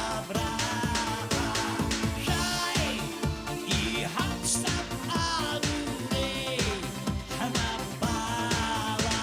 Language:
Abkhazian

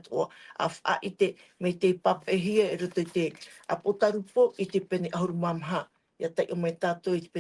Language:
Tahitian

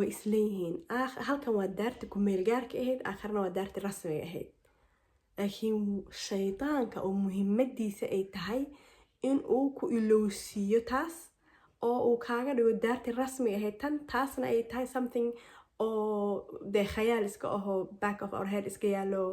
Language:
Somali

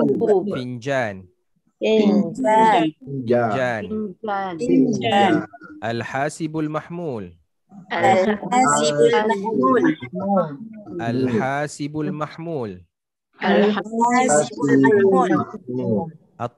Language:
Malay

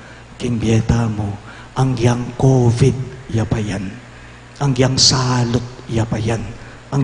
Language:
Pampanga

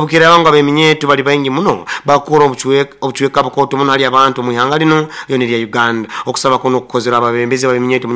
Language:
Nyoro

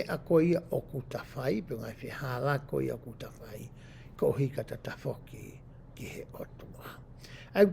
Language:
Tongan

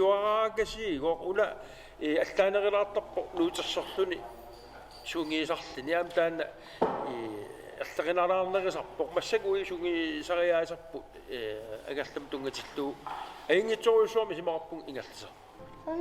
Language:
Kalaallisut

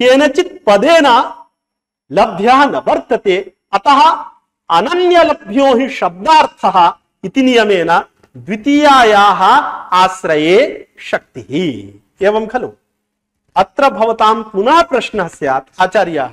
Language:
Sanskrit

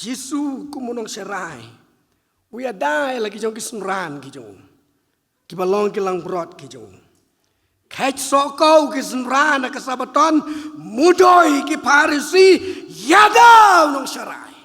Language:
Khasi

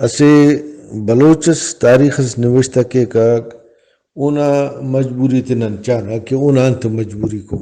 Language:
Brahui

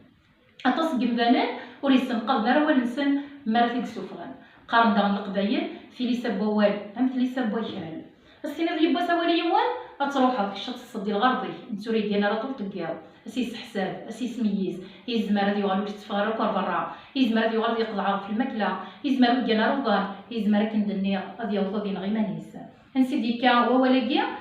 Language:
Kabyle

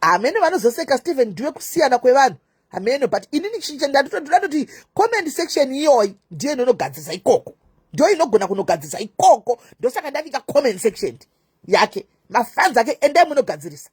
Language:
Shona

